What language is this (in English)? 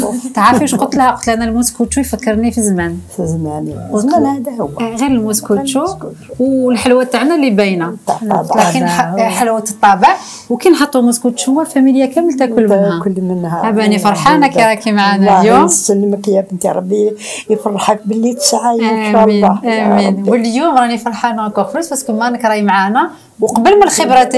Algerian Arabic